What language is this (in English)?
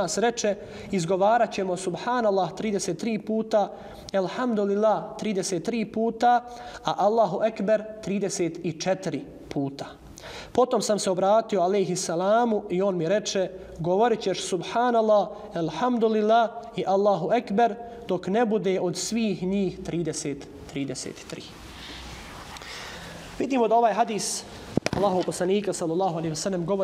Bosnian